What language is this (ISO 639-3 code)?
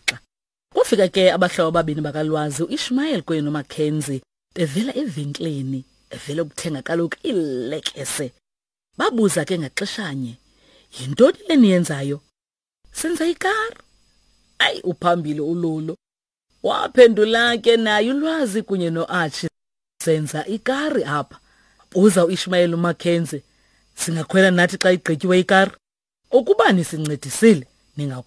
xho